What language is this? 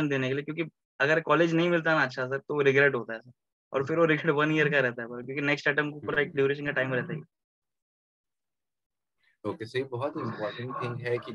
Hindi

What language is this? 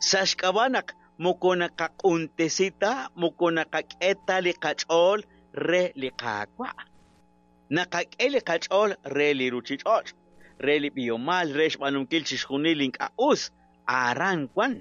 Kekchí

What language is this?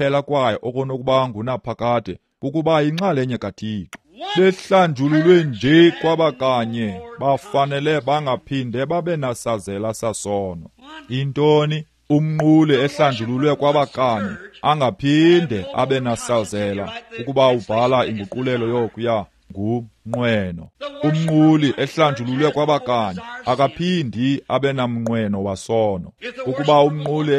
Xhosa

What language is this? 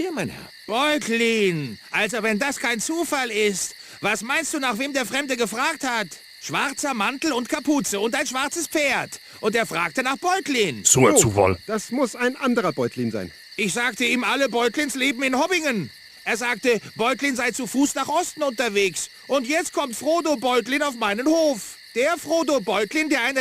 Bavarian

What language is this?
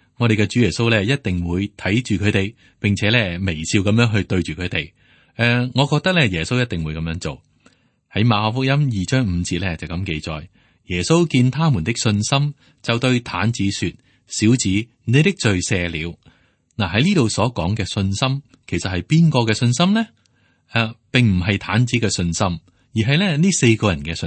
Cantonese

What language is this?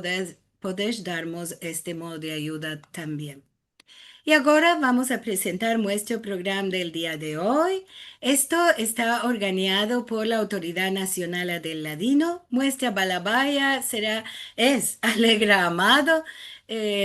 Ladino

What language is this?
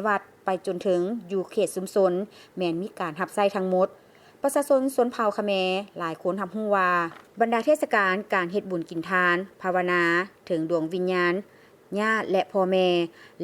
Lao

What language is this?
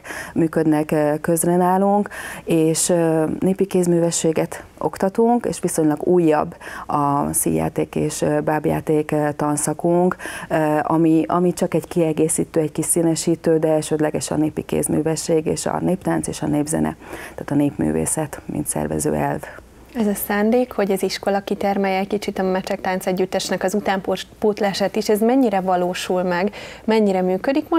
Hungarian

